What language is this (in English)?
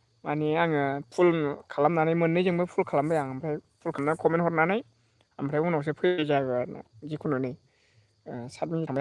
Bodo